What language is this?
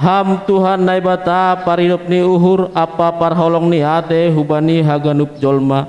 Batak Simalungun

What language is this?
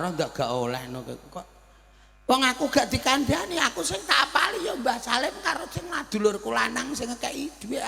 Javanese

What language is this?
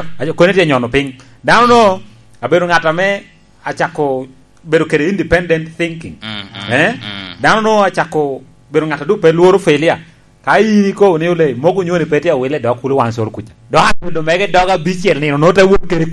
Lango (Uganda)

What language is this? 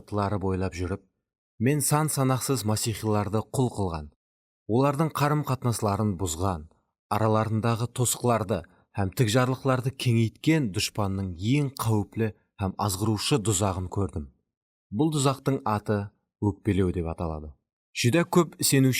Kara-Kalpak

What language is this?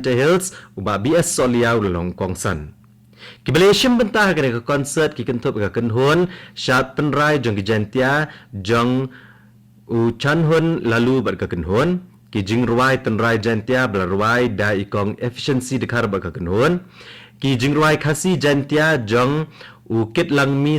Khasi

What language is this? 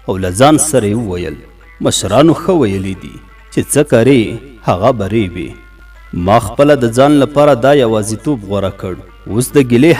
Pashto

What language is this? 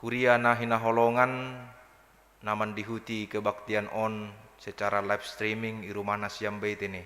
Batak Simalungun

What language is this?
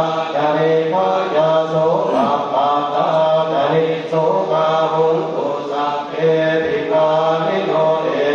Pali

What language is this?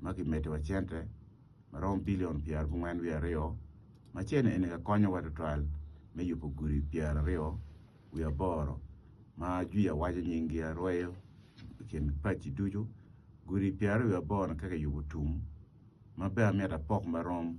Acoli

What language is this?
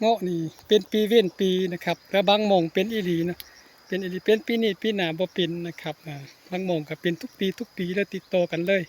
Northeastern Thai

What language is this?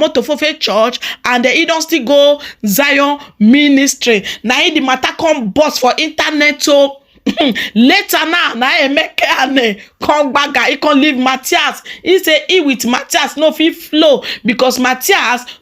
Nigerian Pidgin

